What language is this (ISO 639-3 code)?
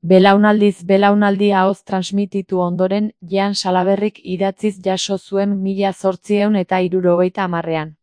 eus